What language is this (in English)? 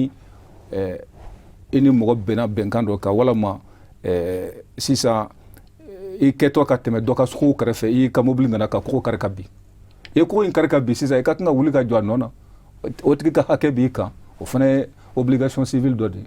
Bambara